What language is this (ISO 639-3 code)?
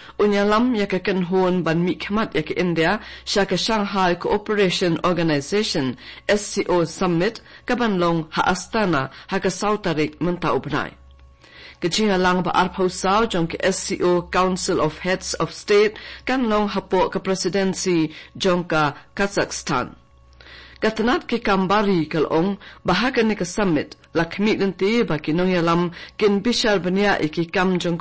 kha